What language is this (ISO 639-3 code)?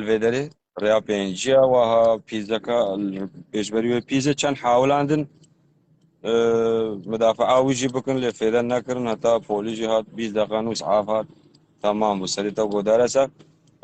kur